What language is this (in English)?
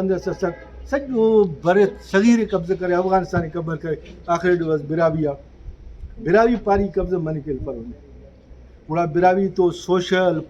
Brahui